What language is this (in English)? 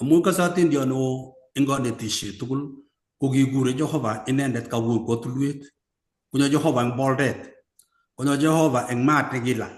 Kalenjin